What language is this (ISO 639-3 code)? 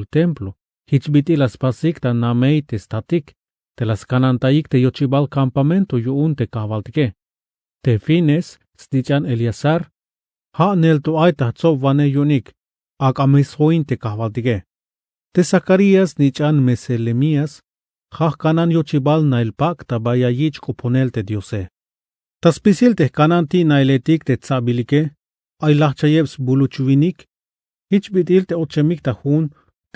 tzh